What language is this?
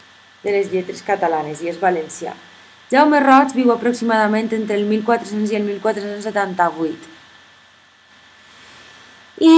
Catalan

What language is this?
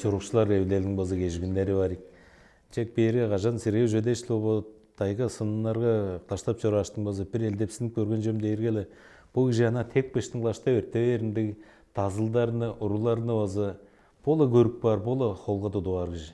Tuvinian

